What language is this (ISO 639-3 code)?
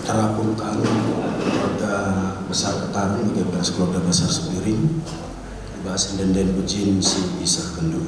btx